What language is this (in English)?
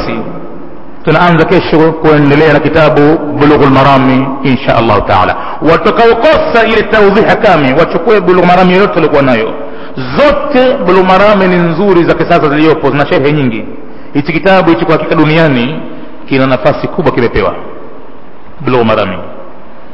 Swahili